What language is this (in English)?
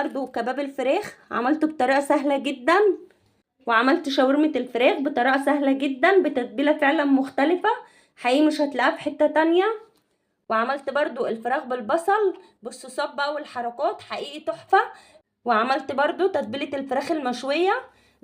Egyptian Arabic